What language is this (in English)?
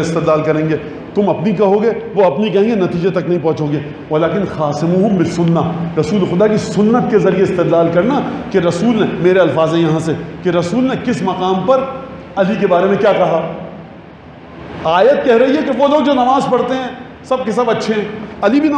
Urdu